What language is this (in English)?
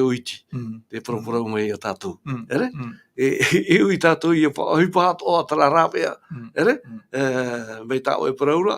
Tahitian